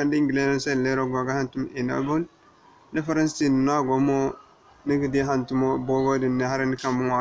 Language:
Zarma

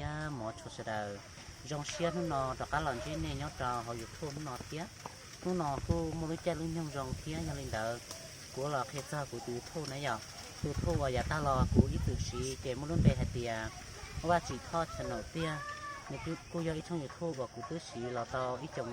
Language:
Hmong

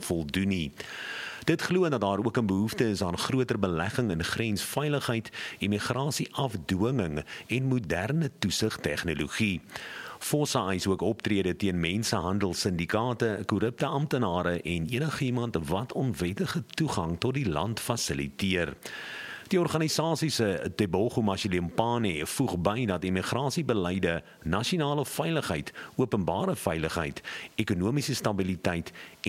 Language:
Afrikaans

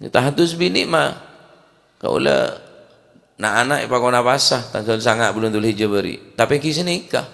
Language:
Madurese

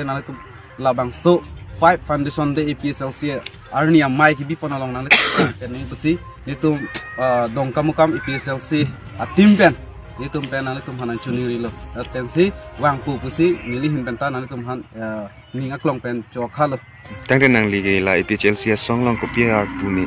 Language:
Karbi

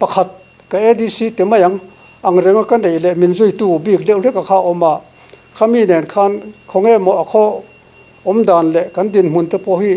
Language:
Mizo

